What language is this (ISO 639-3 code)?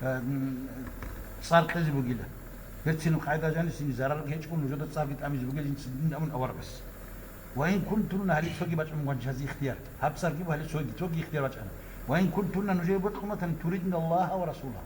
ava